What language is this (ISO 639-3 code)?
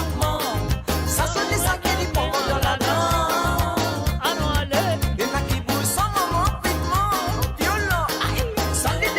mfe